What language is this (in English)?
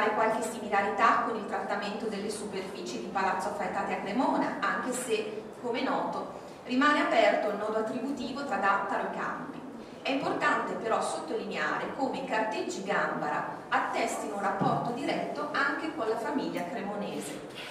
Italian